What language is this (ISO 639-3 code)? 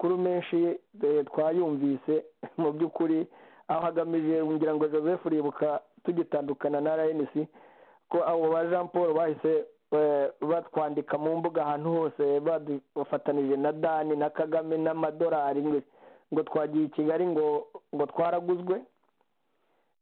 kin